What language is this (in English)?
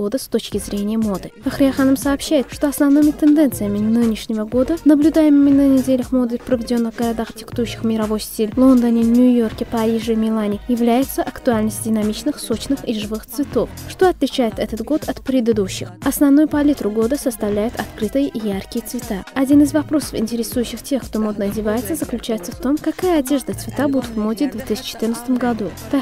Russian